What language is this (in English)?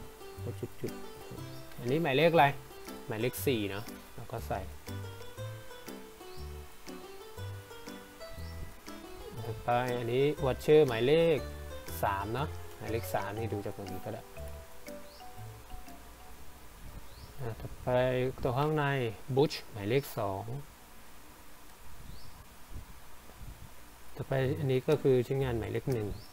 Thai